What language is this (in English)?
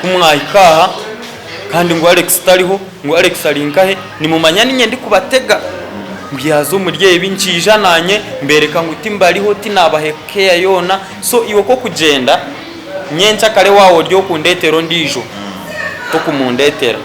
Nyankole